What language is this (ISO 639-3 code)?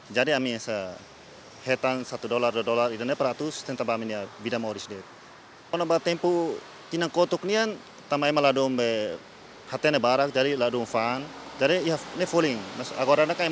tet